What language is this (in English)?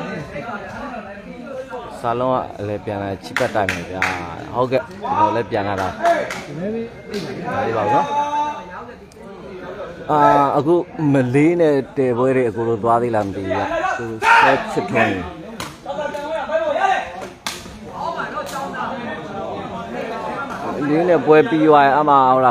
Burmese